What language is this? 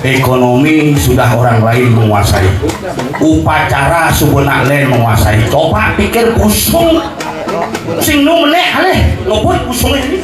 Balinese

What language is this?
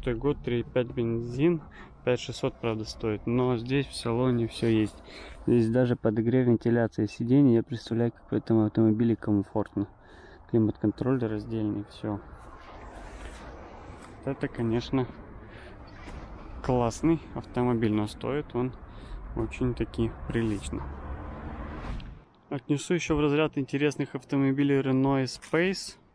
Russian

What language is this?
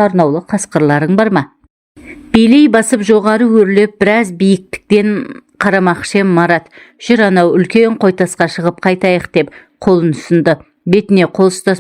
Kazakh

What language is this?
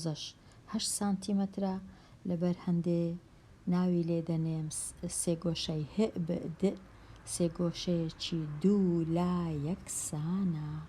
Central Kurdish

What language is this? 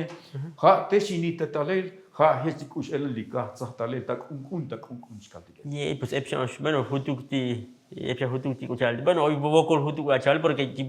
Tzotzil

